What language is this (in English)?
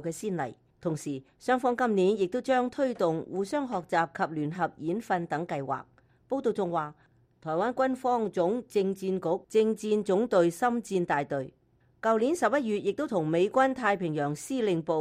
Cantonese